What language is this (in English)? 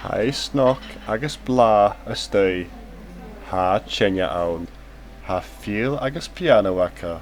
Scottish Gaelic